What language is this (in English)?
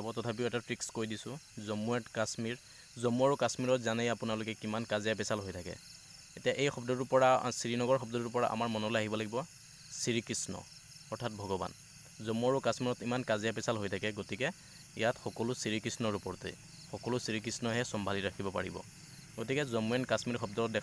Assamese